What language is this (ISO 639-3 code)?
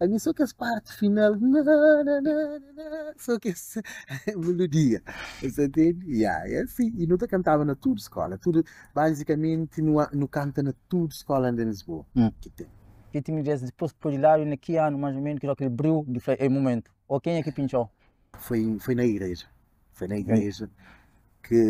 kea